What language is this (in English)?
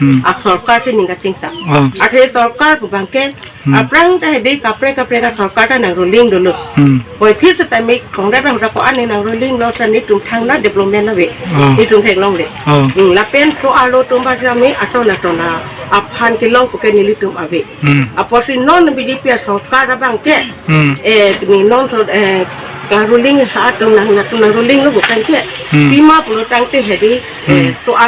Karbi